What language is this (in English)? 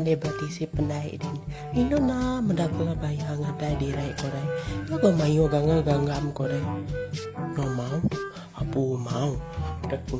Iban